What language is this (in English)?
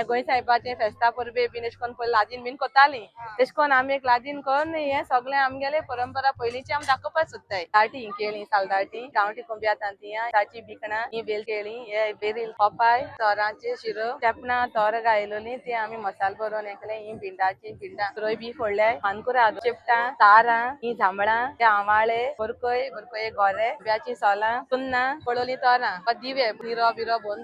Konkani